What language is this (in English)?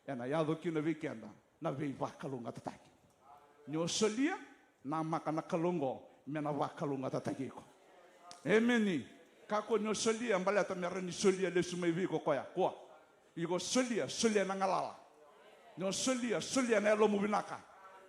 Fijian